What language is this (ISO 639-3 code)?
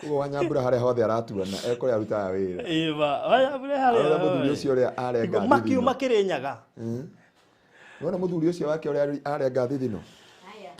kik